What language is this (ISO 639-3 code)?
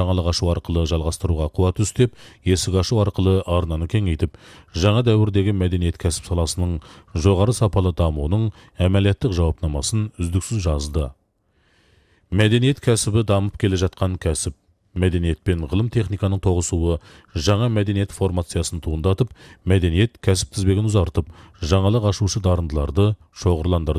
kaz